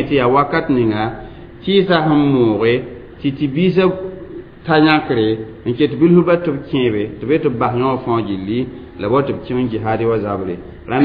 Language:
Mossi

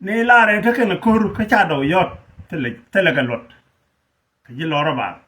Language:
Nuer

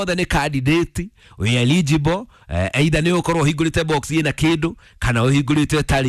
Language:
Kikuyu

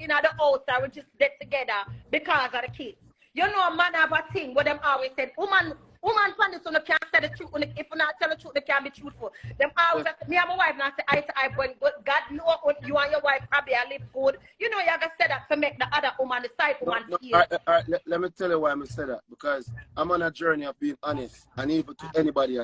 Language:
Jamaican Creole English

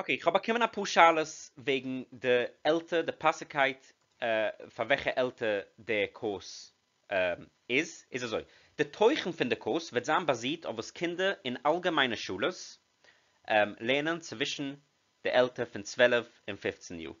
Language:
Yiddish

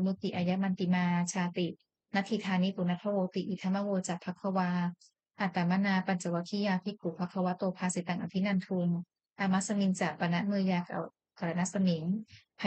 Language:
Pali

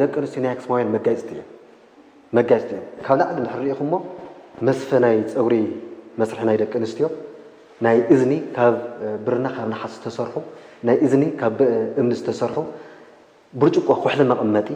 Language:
Tigrinya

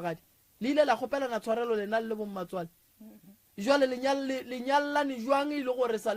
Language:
Northern Sotho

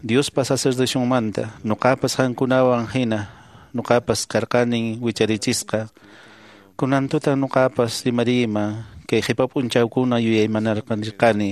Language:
Quechua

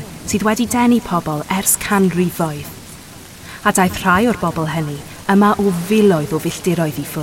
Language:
Welsh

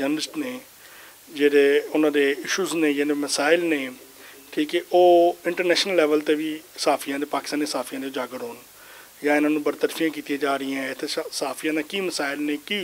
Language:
Western Panjabi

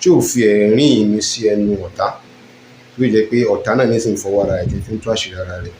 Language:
Yoruba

